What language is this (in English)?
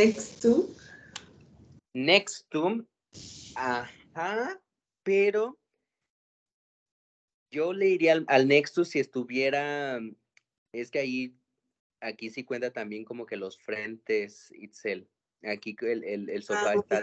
Spanish